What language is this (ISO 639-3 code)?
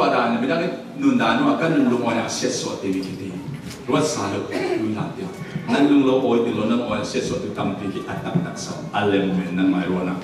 cfm